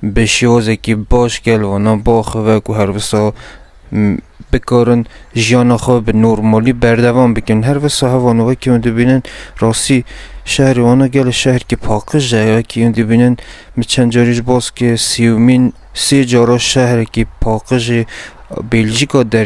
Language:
Kurdish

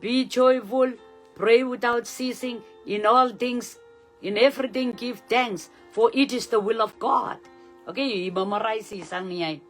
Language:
Pohnpeian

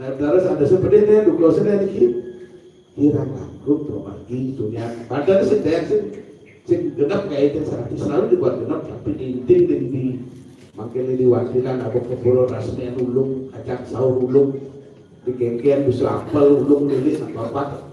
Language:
Balinese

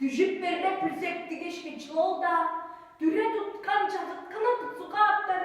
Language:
Tuvinian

